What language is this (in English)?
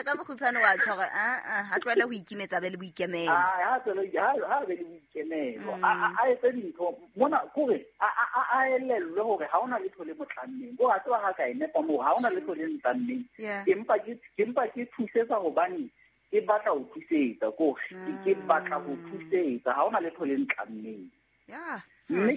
Southern Sotho